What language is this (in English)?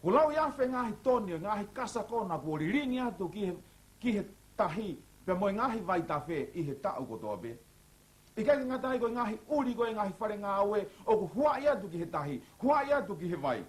Tongan